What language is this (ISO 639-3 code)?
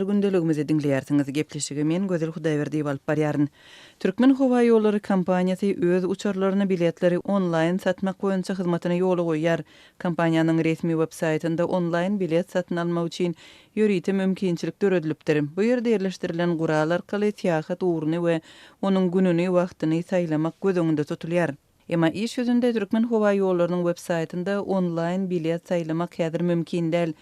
tuk